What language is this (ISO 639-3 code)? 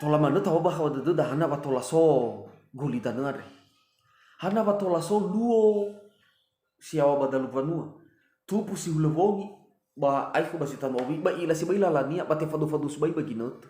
nia